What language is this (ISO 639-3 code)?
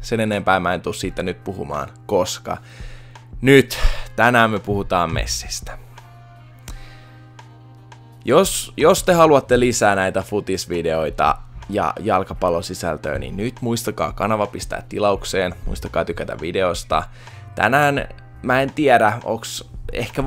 fin